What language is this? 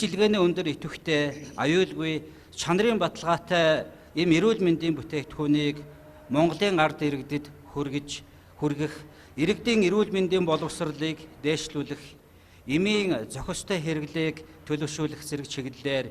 Mongolian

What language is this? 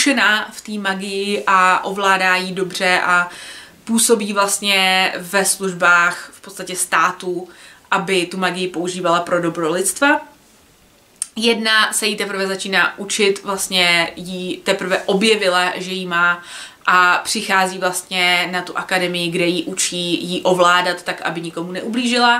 Czech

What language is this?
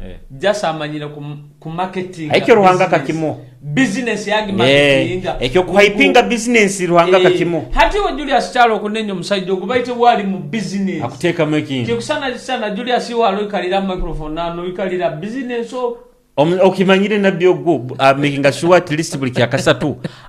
Nyoro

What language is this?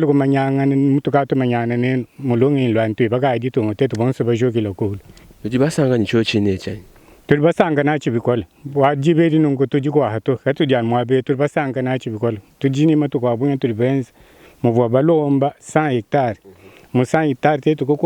Luba-Lulua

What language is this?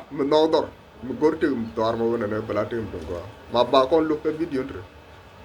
Nuer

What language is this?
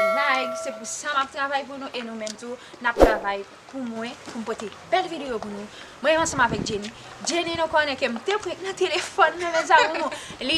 Haitian Creole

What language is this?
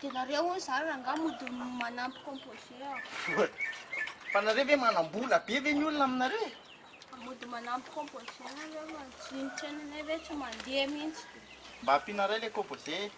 Malagasy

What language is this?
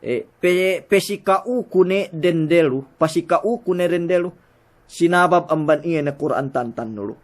Yakan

